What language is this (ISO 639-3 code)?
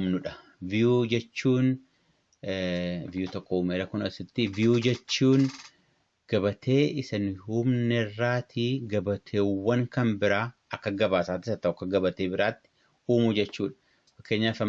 orm